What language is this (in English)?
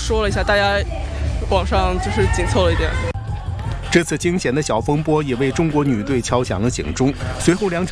Chinese